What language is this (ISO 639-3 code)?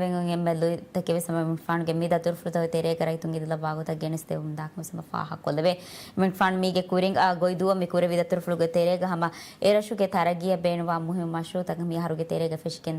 div